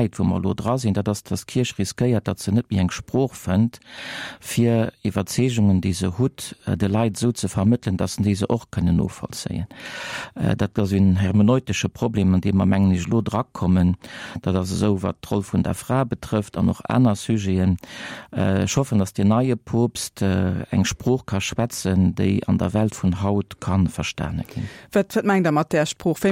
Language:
Luxembourgish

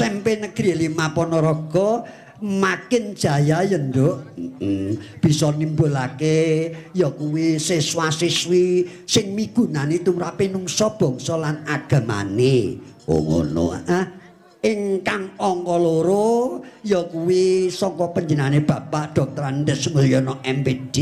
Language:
Javanese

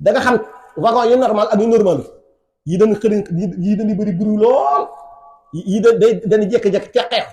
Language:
Wolof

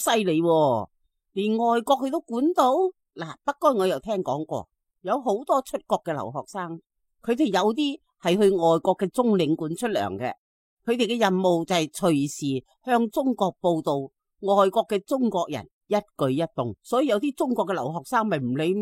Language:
Cantonese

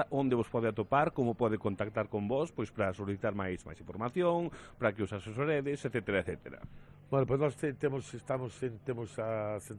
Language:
Galician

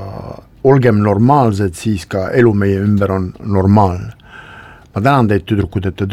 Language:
Estonian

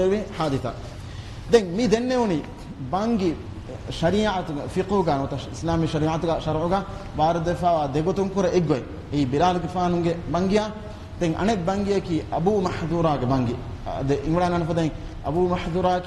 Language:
Divehi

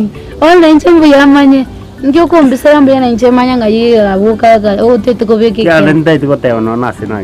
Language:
Gusii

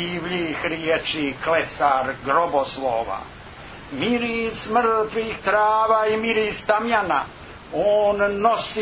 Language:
Croatian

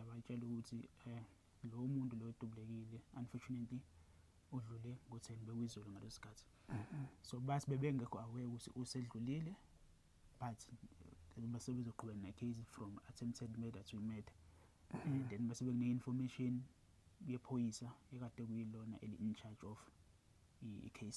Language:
Zulu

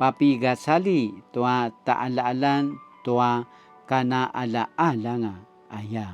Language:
Paiwan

